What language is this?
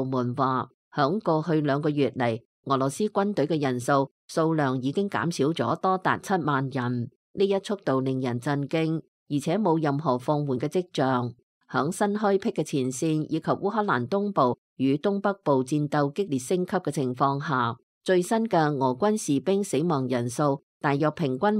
Cantonese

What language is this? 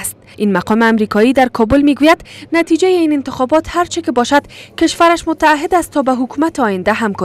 Persian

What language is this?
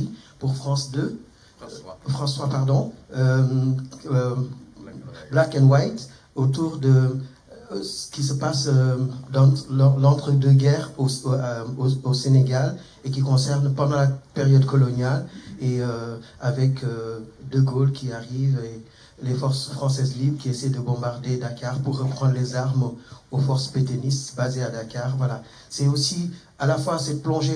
French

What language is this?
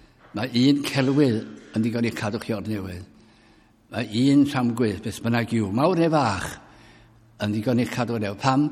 Welsh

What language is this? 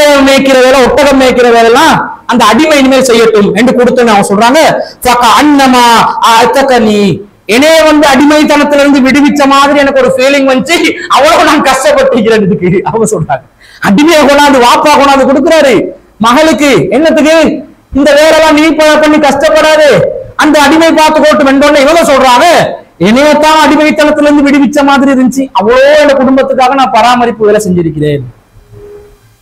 Tamil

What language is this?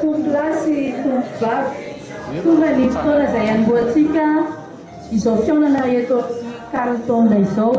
Malagasy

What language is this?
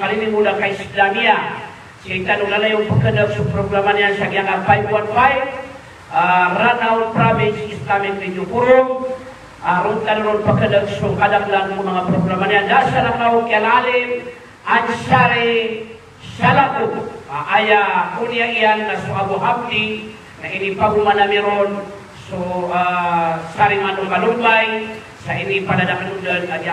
Maranao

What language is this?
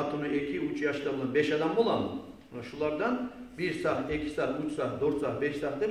Kumyk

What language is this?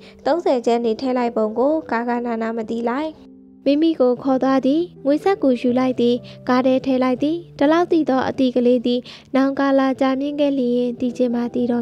Burmese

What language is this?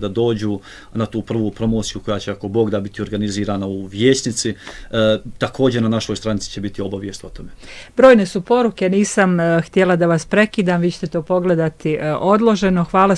Bosnian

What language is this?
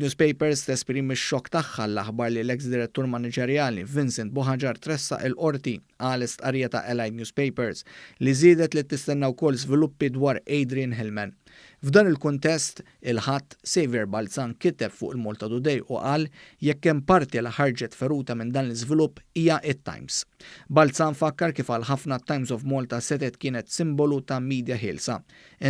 Maltese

